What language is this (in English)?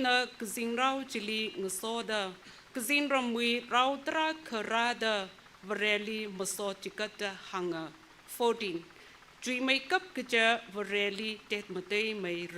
Tangkhul Naga (India)